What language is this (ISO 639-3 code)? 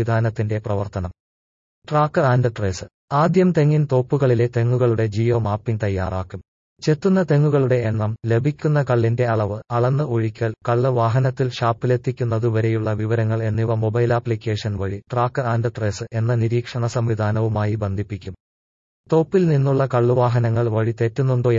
mal